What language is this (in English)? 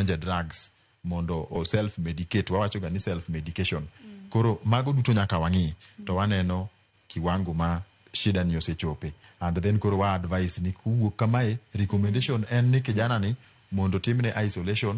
Luo (Kenya and Tanzania)